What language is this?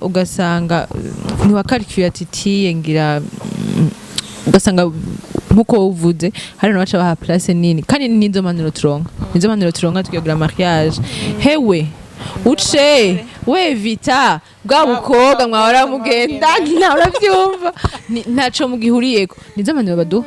Rundi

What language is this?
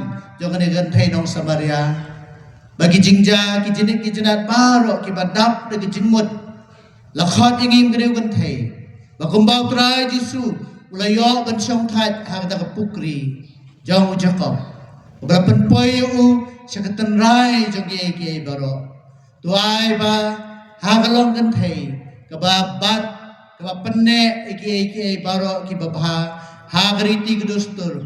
Khasi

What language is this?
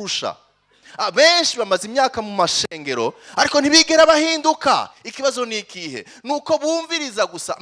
Rundi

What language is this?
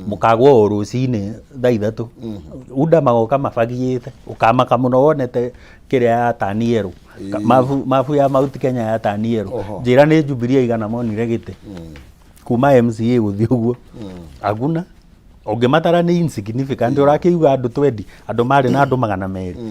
Kikuyu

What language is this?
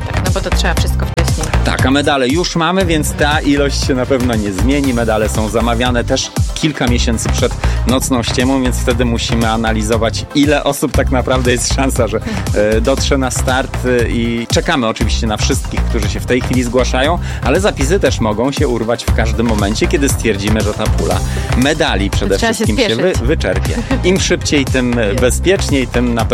Polish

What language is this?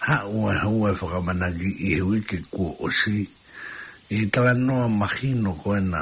Tongan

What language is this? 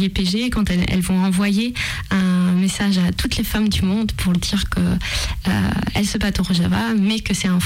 French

